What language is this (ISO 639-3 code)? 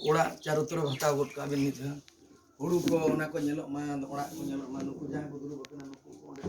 sat